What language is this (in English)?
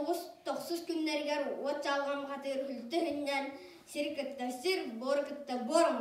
Yakut